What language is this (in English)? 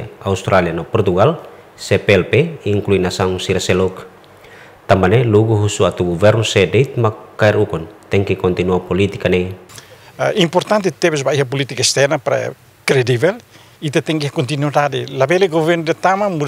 Tetum